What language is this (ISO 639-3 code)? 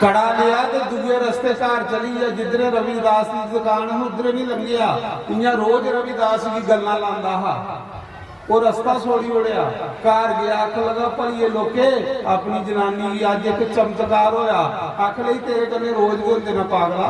doi